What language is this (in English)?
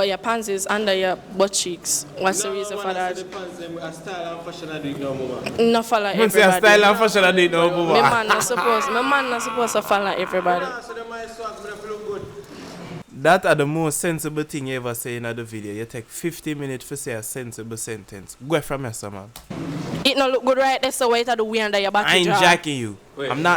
Jamaican Creole English